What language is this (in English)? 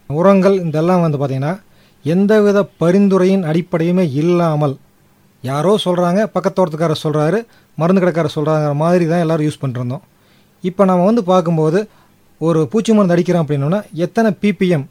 Tamil